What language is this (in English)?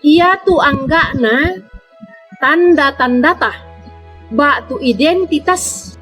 Toraja-Sa'dan